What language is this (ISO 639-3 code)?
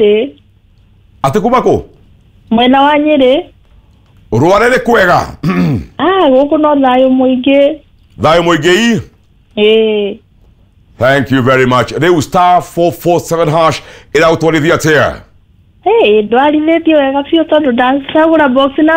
kik